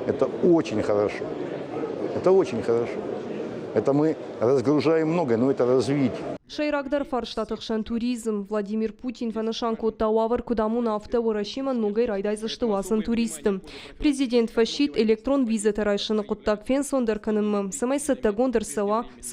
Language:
Ossetic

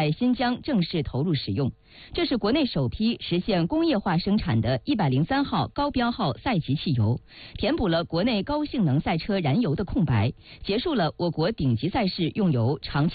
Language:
Chinese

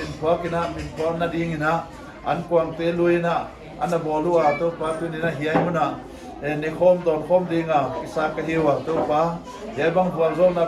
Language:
Paite Chin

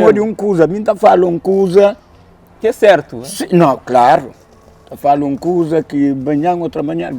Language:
Kabuverdianu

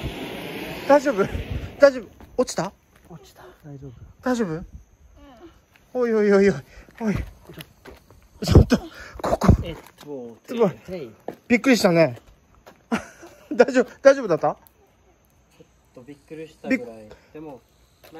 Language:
Japanese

